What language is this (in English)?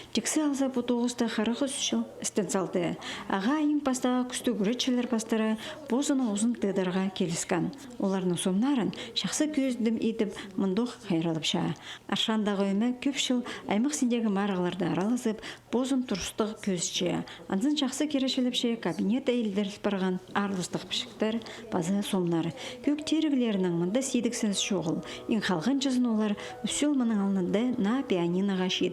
Khakas